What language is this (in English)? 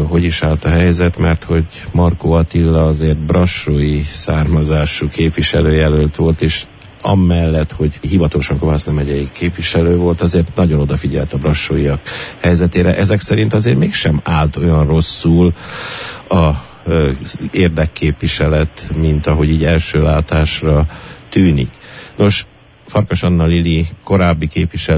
Hungarian